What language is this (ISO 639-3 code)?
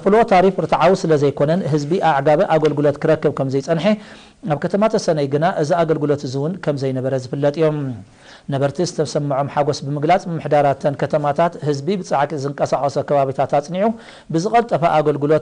tir